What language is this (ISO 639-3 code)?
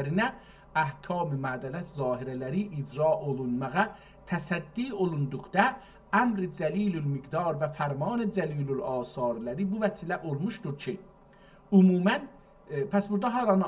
azb